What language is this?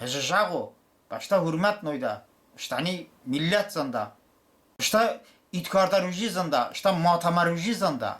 Talysh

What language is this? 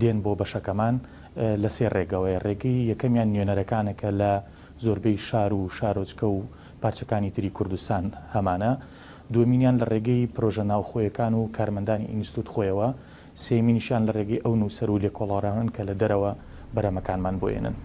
Central Kurdish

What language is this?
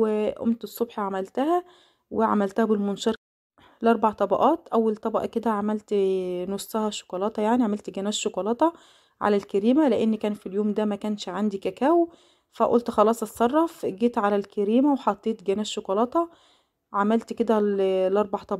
Egyptian Arabic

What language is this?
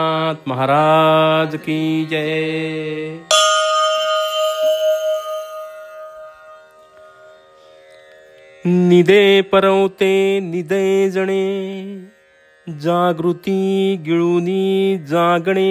Marathi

